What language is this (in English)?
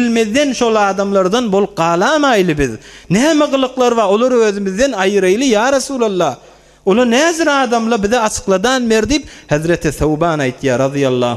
Turkmen